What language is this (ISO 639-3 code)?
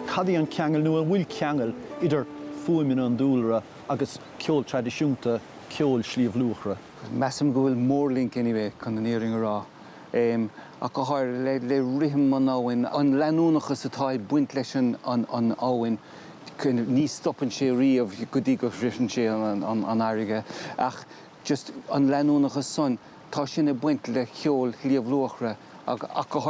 gle